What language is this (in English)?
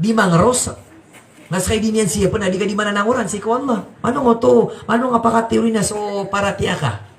Maranao